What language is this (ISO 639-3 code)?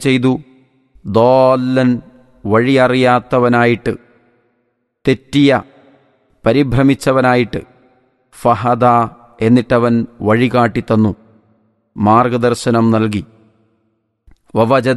mal